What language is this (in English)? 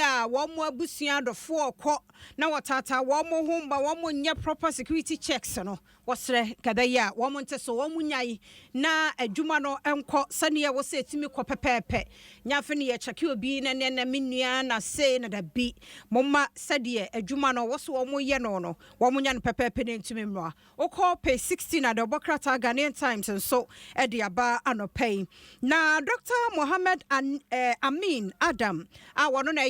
Akan